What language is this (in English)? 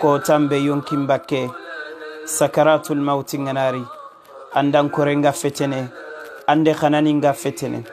Soninke